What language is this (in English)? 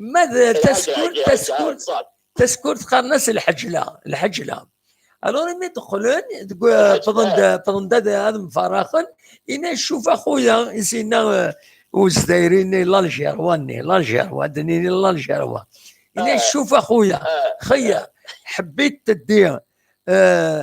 Kabyle